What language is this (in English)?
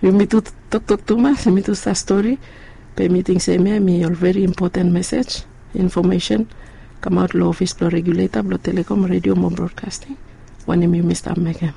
Bislama